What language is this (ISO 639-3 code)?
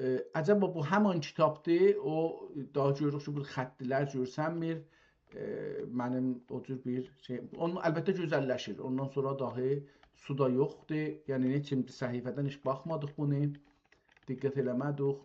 azb